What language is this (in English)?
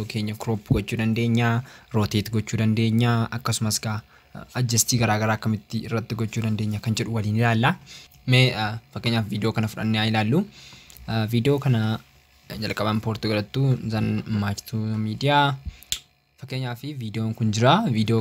Oromo